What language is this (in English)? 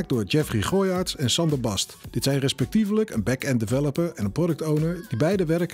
Dutch